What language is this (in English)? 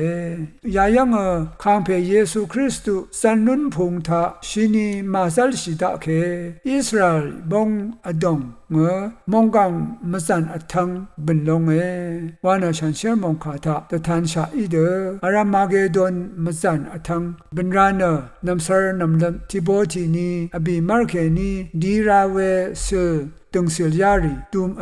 Rawang